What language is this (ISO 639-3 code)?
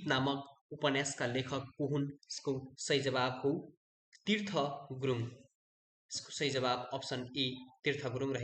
nep